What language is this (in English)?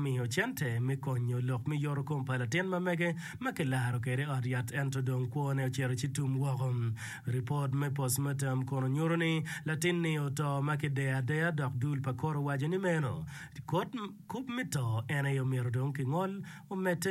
Acoli